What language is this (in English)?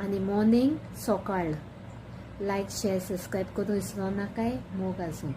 Konkani